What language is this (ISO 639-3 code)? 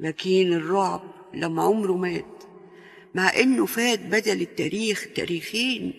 aeb